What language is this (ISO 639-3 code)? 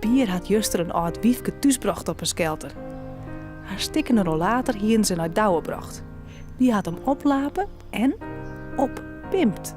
fry